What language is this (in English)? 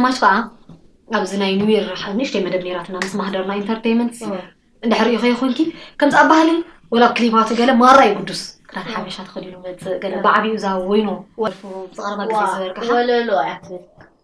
Tigrinya